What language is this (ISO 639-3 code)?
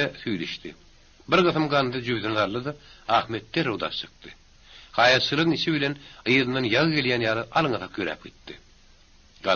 tuk